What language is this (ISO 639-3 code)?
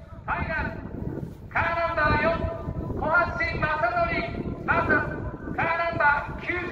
jpn